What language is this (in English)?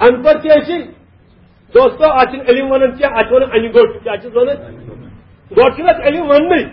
Kashmiri